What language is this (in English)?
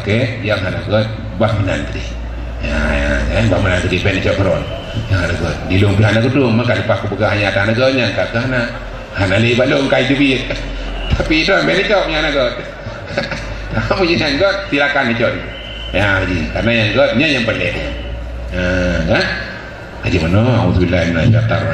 Achinese